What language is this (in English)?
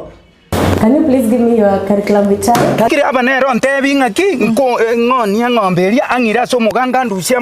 Gusii